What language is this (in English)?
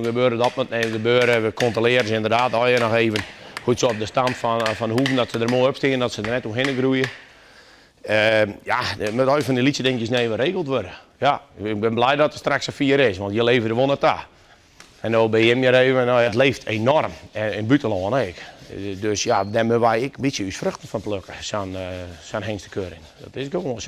Western Frisian